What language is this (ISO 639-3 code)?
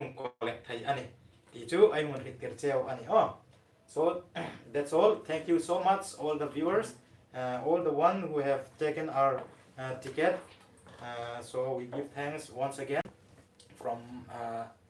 hmr